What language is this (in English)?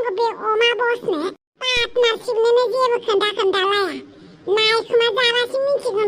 Bodo